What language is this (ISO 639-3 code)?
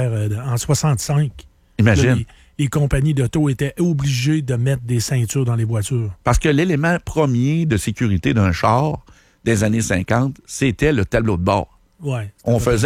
fra